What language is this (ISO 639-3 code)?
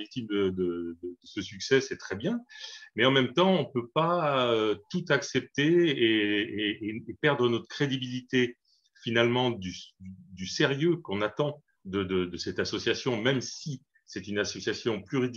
fra